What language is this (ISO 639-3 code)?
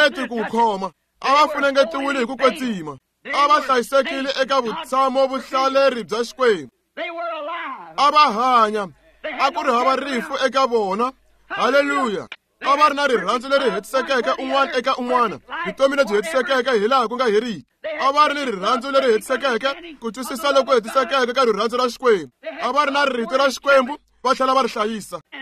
tso